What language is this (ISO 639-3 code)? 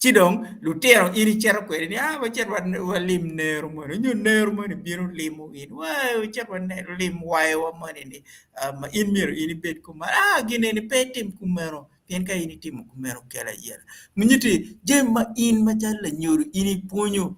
ach